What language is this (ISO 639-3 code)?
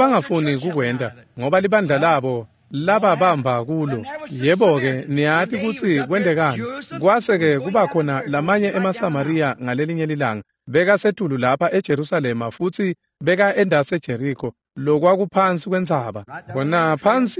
ssw